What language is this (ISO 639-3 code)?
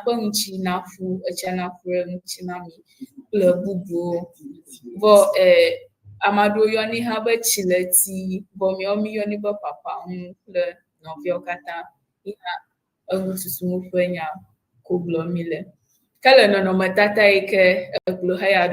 ewe